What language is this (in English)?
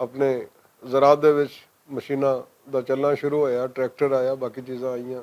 Western Panjabi